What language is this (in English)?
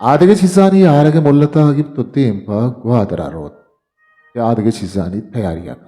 Eastern Balochi